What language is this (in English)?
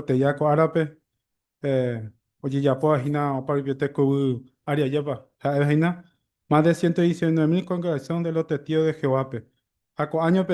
Guarani